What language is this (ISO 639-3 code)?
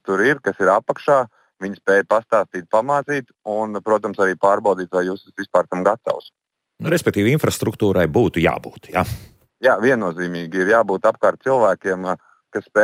lav